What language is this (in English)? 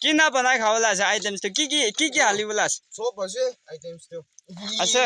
Naga Pidgin